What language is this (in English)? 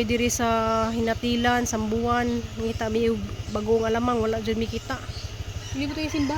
Cebuano